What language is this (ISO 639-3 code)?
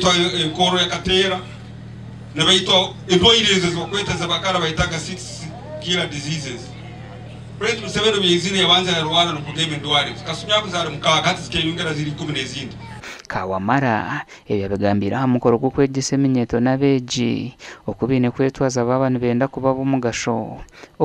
nyn